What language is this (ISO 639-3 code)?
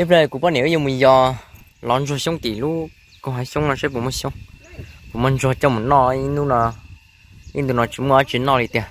hmn